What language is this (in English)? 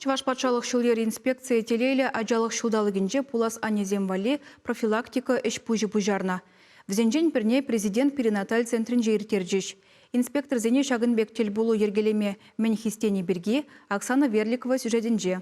Chuvash